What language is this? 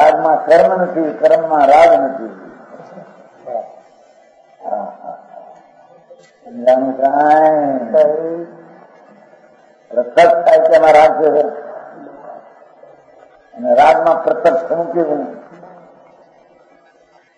Gujarati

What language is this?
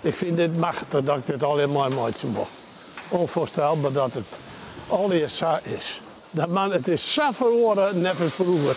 Western Frisian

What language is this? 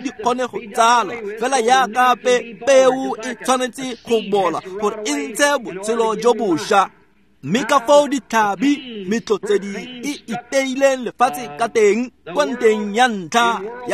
Tswana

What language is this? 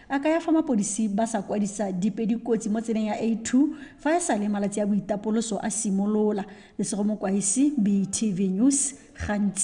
Tswana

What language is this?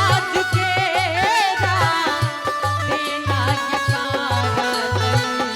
Angika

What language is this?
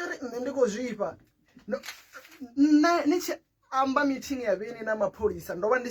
Venda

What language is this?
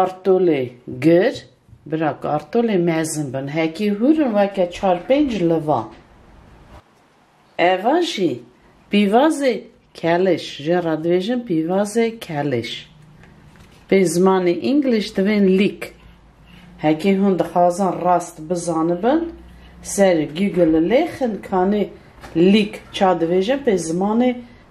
Kurdish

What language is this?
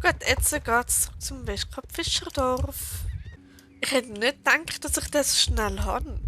Swiss German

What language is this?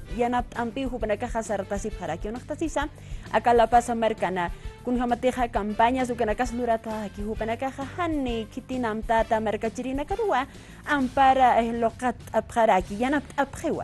Aymara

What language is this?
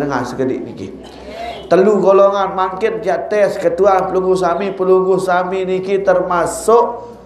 Sasak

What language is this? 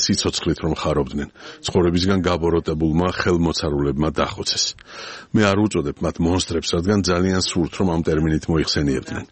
Georgian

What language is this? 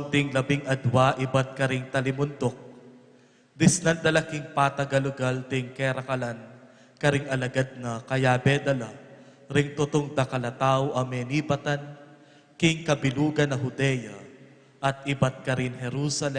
Pampanga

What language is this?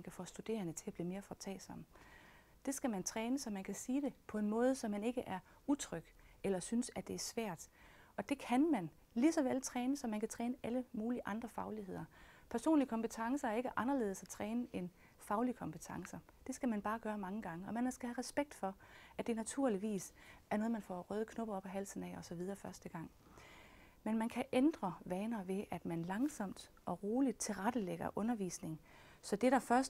Danish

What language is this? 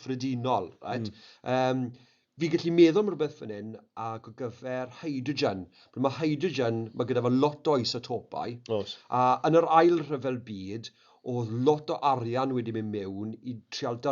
Welsh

